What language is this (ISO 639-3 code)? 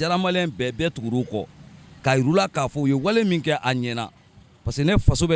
bam